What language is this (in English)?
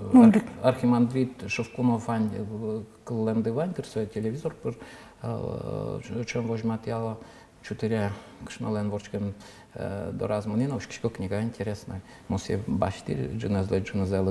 Udmurt